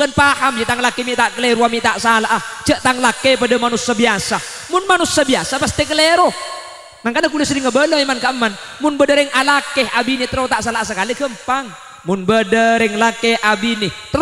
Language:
Madurese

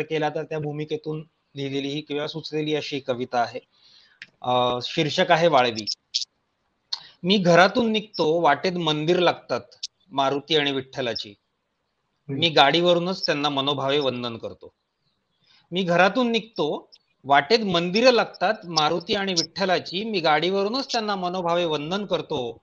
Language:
Marathi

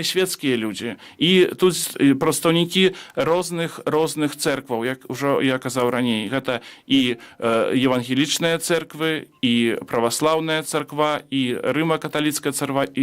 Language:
Belarusian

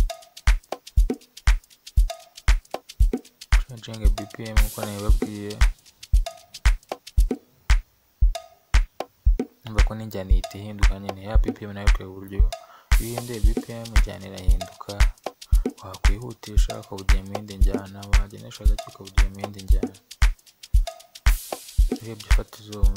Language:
Kinyarwanda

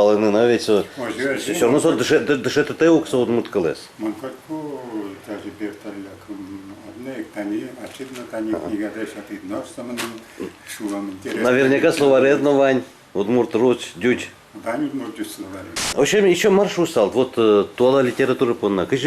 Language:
Udmurt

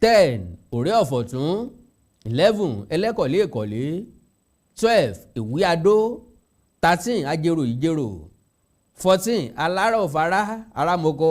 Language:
Yoruba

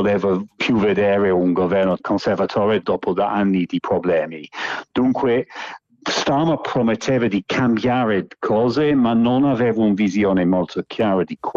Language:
Italian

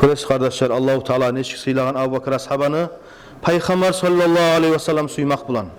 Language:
Kumyk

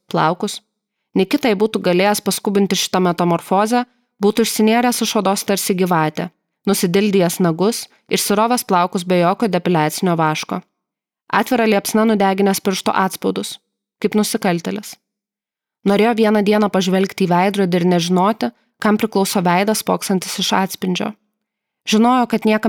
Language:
Lithuanian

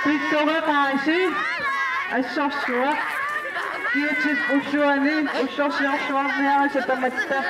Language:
Kalaallisut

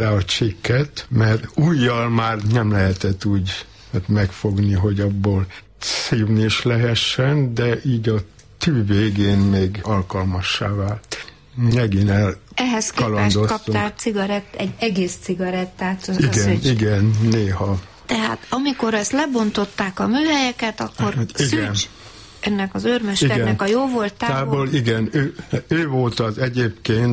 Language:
Hungarian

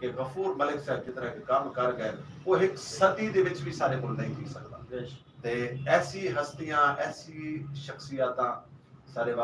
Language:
Saraiki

